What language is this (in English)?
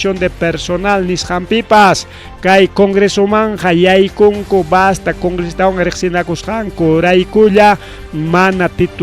Ayacucho Quechua